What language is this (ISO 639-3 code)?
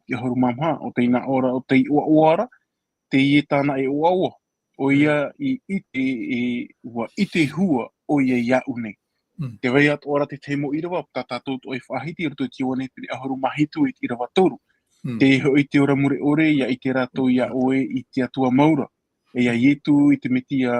tah